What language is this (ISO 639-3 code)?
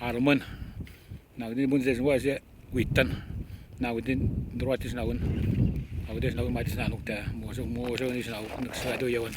atj